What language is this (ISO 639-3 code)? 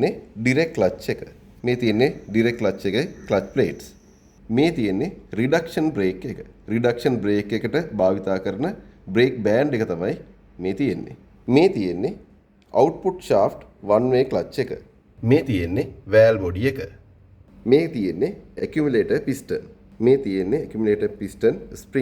sin